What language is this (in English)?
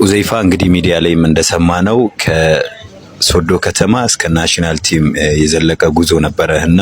Amharic